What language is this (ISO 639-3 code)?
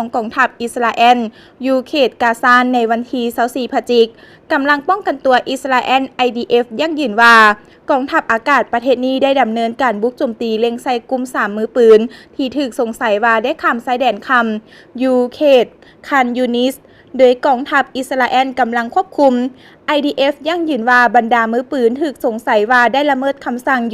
lao